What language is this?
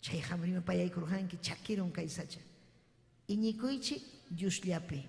Ayacucho Quechua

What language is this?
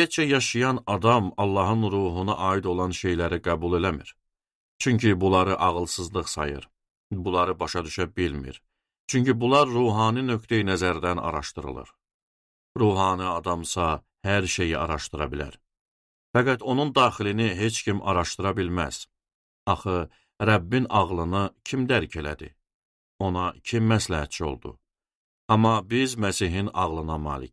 Azerbaijani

